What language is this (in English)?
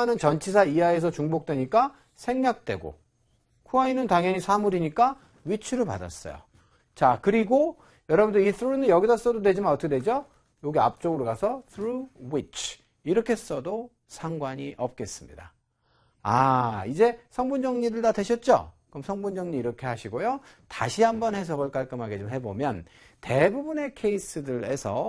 Korean